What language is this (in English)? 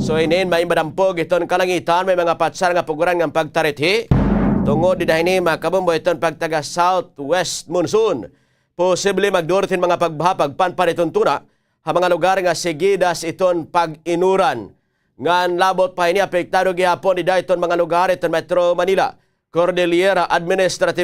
Waray